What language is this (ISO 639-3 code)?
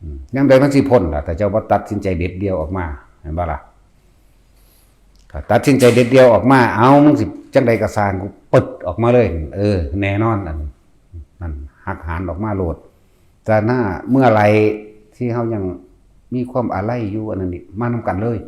tts